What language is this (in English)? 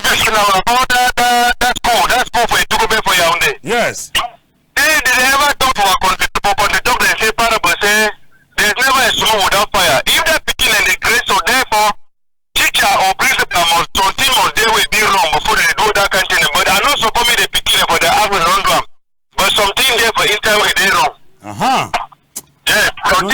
Cameroon Pidgin